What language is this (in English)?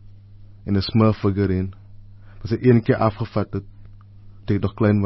Afrikaans